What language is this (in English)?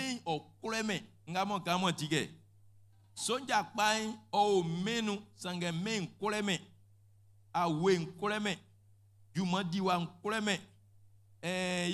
Baoulé